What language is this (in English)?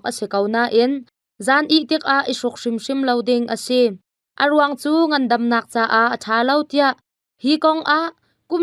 Hakha Chin